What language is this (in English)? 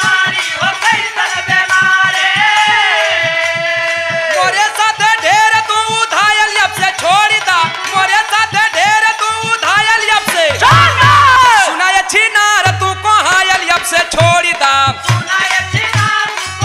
Bhojpuri